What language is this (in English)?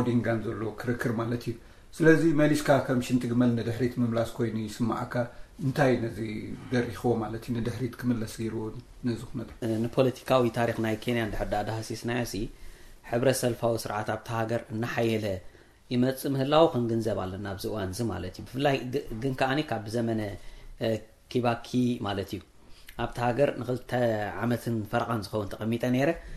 Tigrinya